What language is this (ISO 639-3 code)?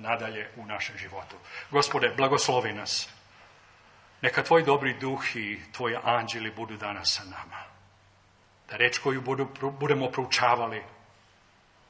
srp